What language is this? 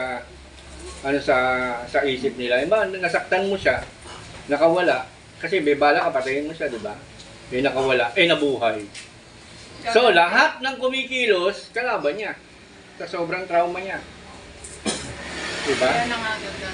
Filipino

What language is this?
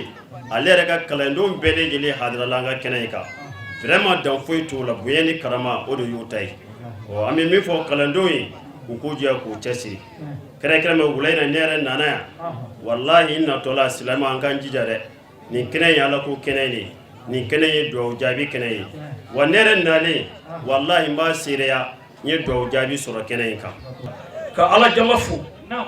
Bambara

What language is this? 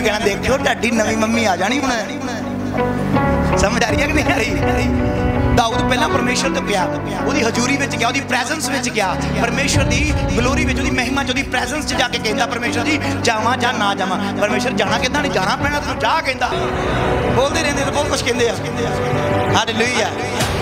Punjabi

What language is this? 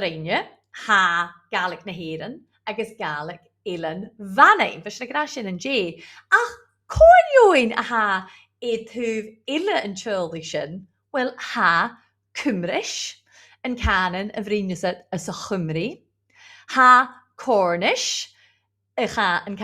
Scottish Gaelic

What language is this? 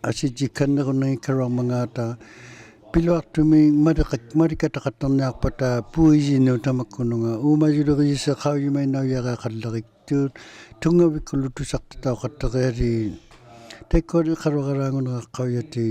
Inuktitut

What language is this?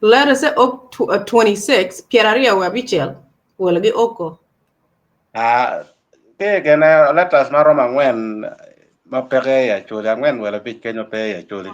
Acoli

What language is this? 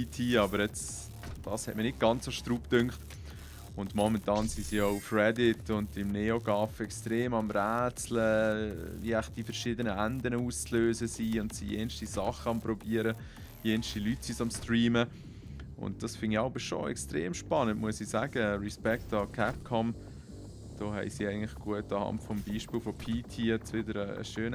Swiss German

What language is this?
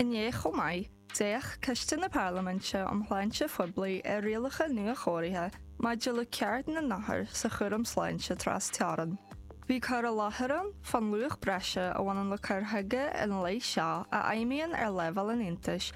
Irish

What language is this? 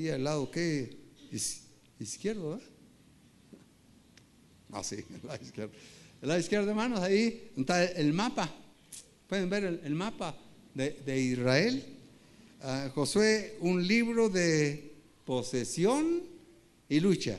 Spanish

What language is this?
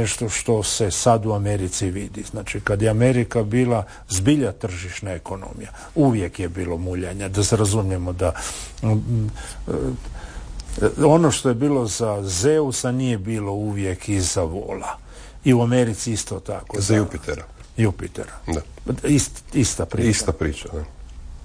Croatian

